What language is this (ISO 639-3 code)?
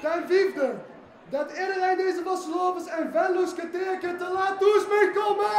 lim